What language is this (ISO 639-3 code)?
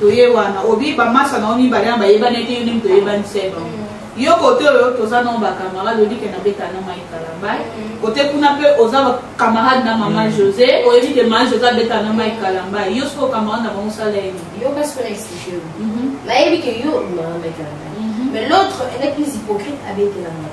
lin